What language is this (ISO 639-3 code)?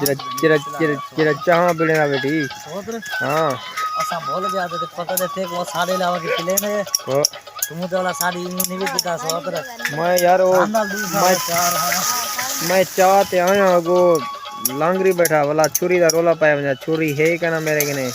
skr